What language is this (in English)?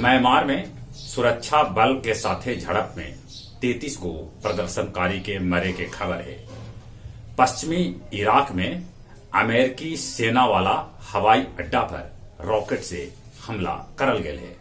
Magahi